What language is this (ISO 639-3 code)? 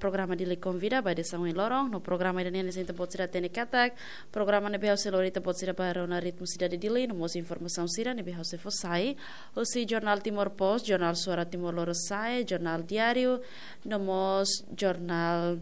tet